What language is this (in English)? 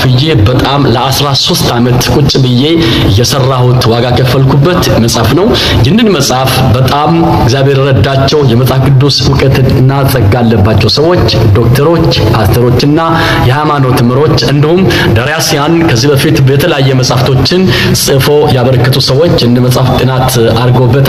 Amharic